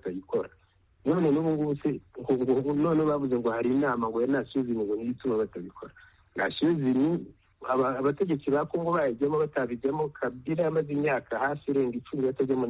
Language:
Kinyarwanda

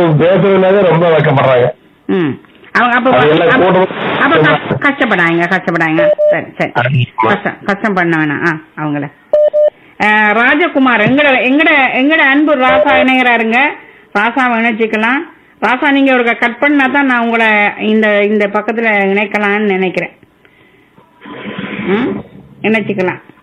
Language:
Tamil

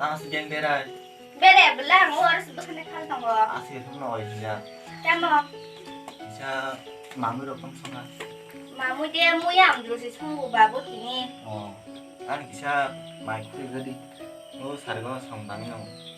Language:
Kok Borok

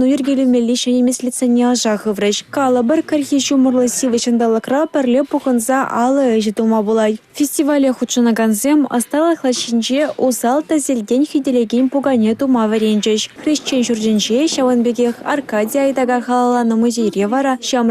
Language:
Chuvash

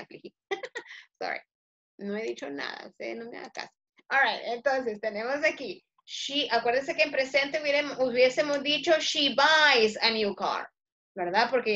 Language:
Spanish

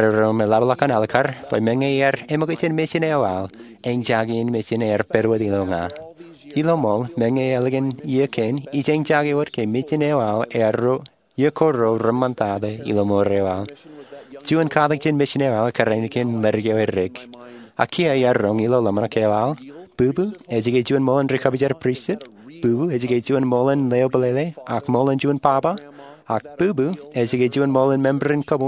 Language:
Marshallese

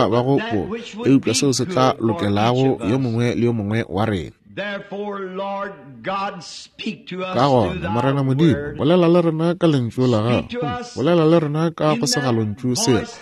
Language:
Northern Sotho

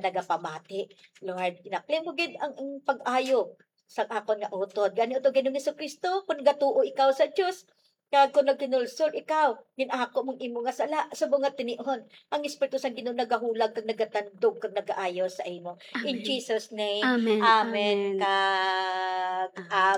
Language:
Hiligaynon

